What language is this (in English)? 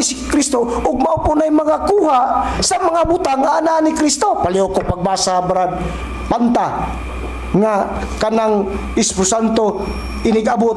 Cebuano